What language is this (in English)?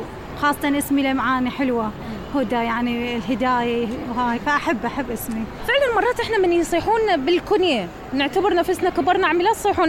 Mesopotamian Arabic